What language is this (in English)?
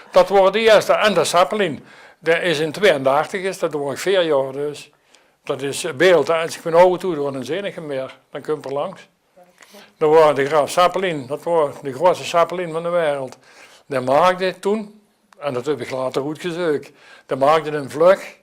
Limburgish